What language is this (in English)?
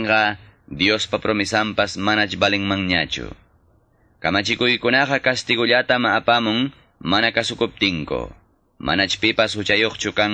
Ayacucho Quechua